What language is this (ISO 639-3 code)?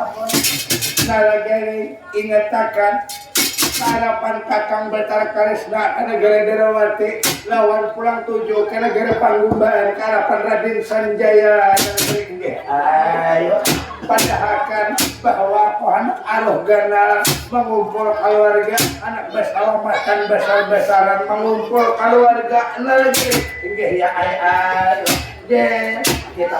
bjn